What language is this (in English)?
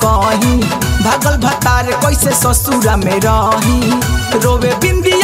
Bhojpuri